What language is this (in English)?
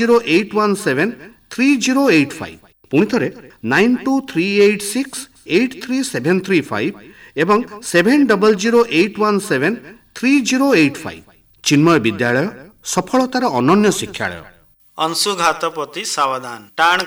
Odia